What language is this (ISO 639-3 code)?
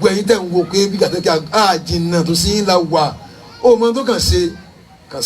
yor